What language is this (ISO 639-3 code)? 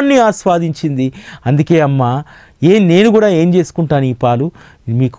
tel